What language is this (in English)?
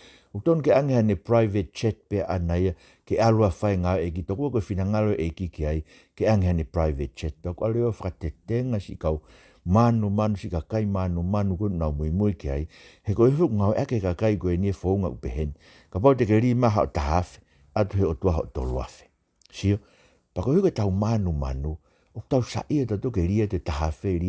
Tongan